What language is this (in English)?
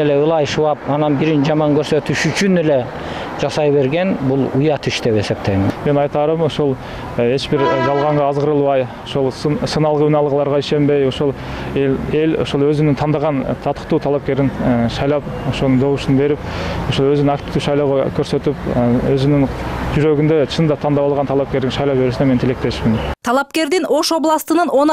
Kyrgyz